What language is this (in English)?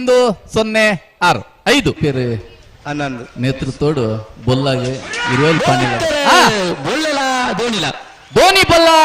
Tulu